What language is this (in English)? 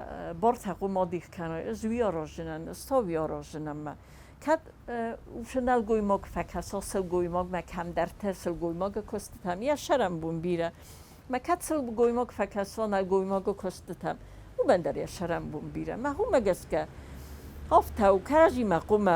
Ossetic